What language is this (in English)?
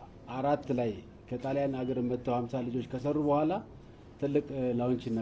Amharic